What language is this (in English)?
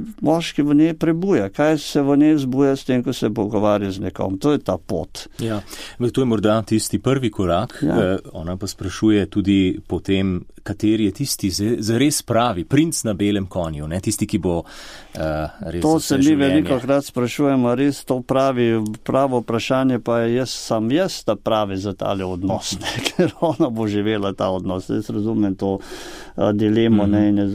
Slovenian